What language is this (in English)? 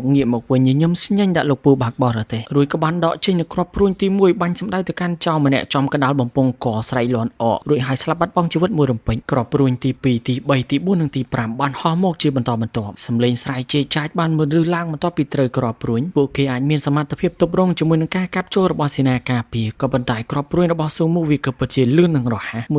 Khmer